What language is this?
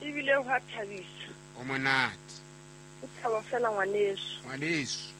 Southern Sotho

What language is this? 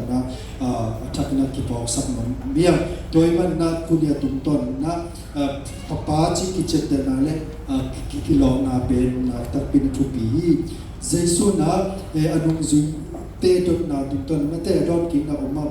Tedim Chin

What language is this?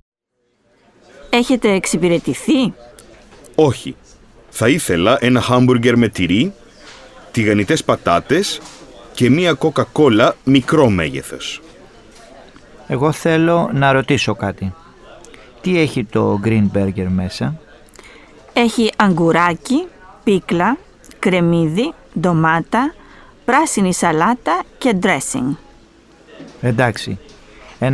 Greek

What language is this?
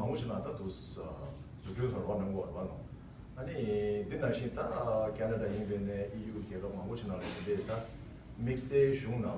Tibetan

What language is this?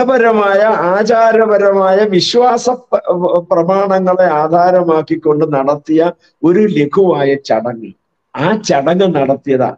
Malayalam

